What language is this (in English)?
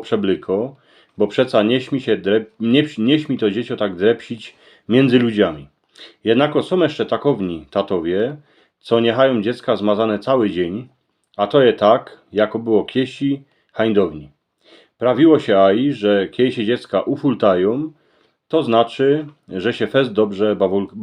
Silesian